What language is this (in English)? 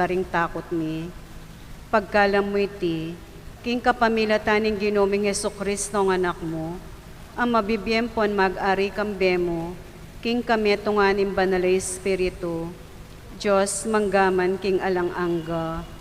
Pampanga